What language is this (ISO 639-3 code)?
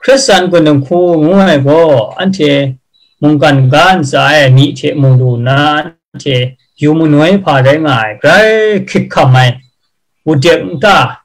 kac